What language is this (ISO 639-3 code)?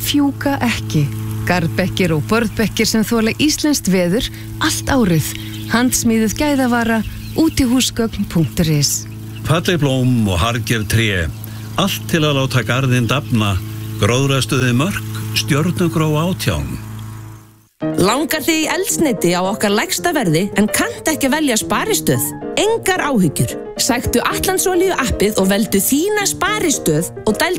isl